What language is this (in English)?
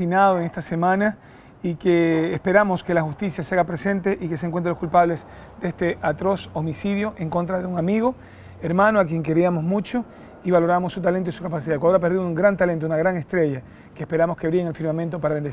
Spanish